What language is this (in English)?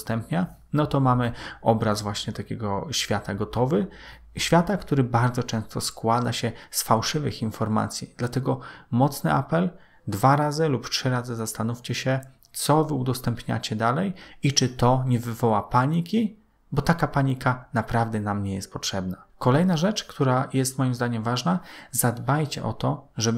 Polish